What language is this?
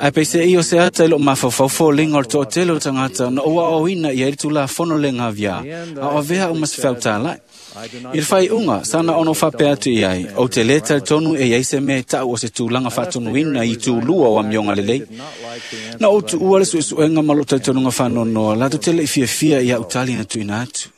Samoan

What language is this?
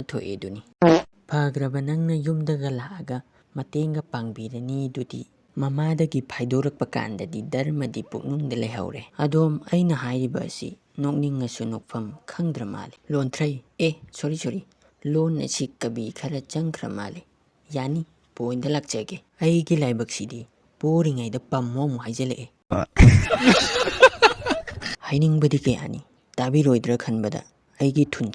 Manipuri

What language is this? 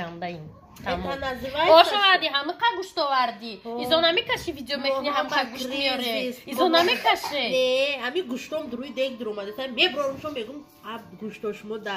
Tajik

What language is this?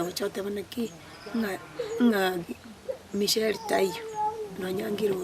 Gusii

